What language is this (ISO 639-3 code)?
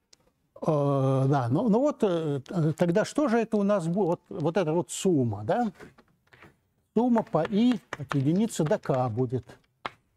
rus